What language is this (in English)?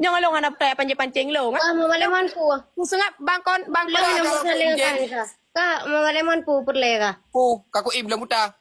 Achinese